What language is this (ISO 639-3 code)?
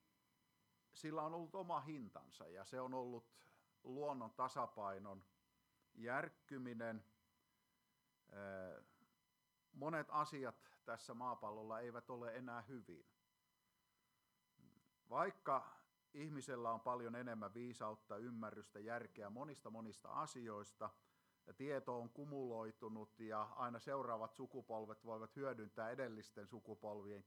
fin